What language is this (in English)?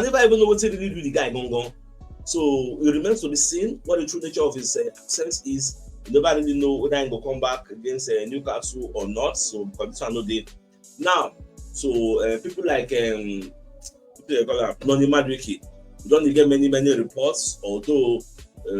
Nigerian Pidgin